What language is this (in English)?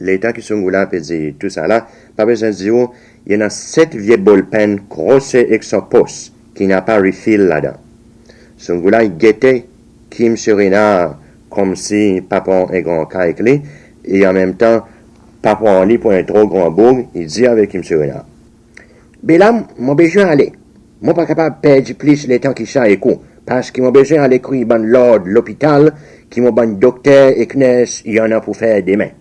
Seselwa Creole French